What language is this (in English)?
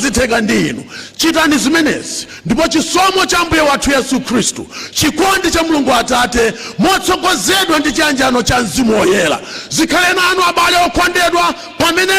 Nyanja